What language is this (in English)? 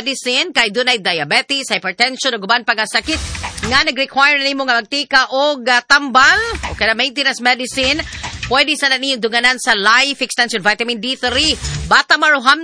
Cebuano